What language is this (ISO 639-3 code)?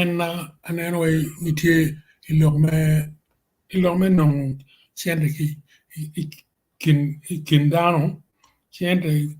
ach